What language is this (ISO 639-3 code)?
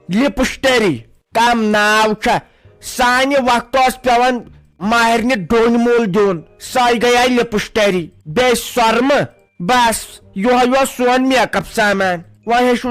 kas